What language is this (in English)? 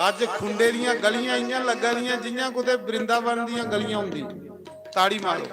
Dogri